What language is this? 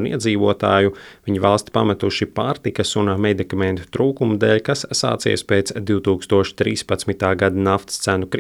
Latvian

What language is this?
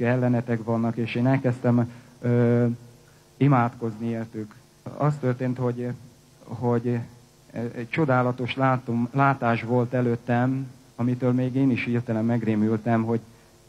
Hungarian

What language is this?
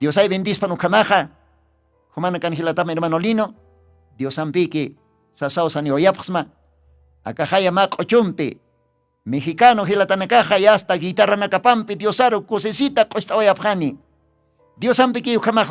Aymara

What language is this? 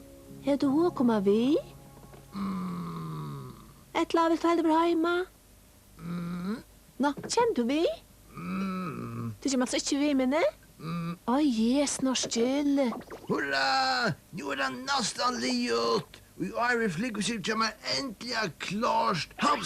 Faroese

